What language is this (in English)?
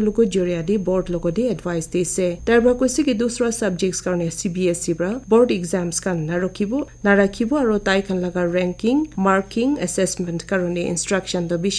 Naga Pidgin